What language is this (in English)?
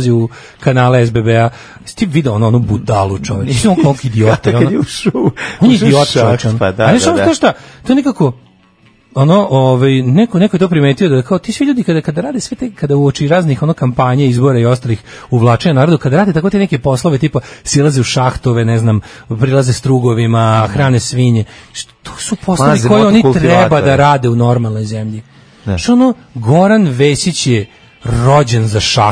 Serbian